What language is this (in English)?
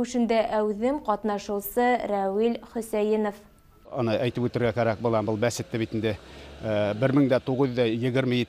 Bashkir